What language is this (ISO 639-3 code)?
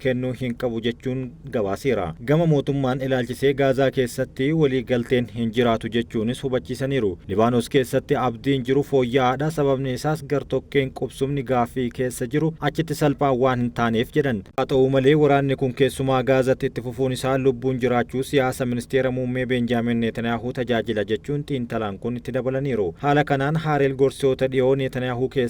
orm